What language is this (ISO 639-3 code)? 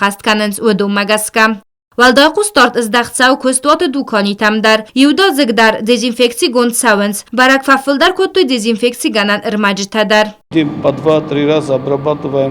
oss